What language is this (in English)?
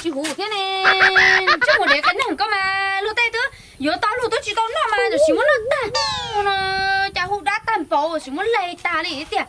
Hmong